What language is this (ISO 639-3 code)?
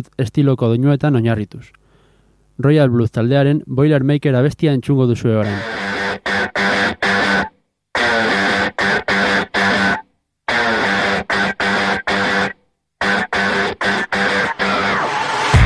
eus